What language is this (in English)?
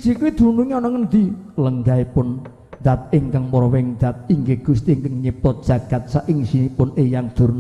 Javanese